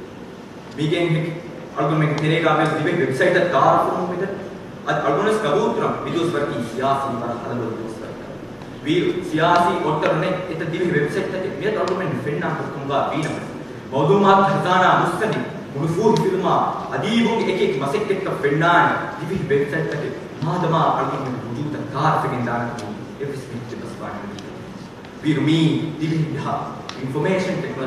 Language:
Divehi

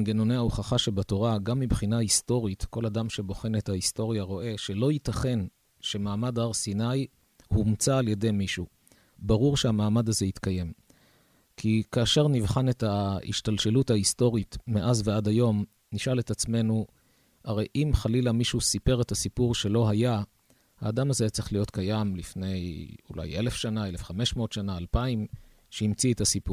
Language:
Hebrew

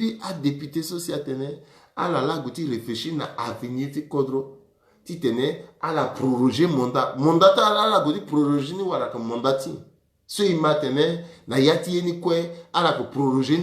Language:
Sango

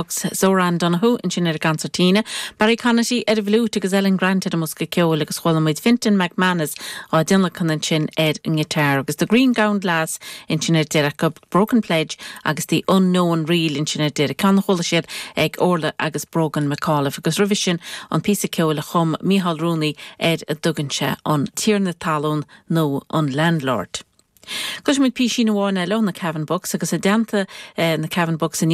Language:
Irish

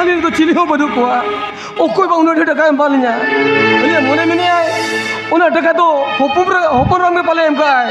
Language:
Santali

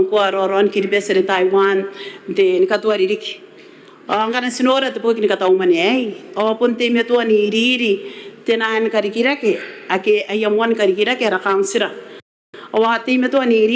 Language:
Gilbertese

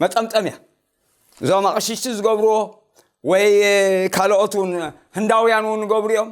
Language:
Tigrinya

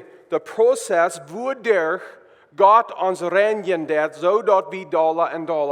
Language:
Plautdietsch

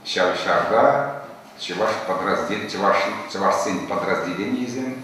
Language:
Chuvash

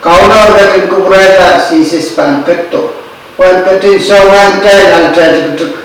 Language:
Pohnpeian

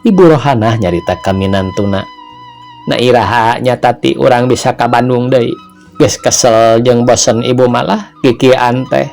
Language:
Sundanese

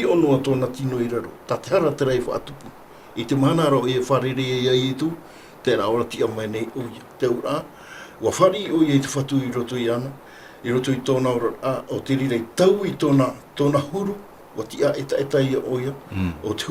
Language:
Tahitian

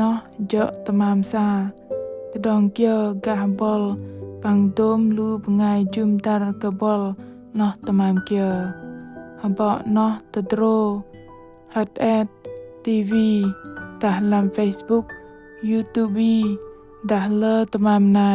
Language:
Bahnar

